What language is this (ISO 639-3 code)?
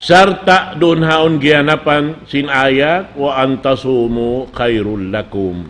tsg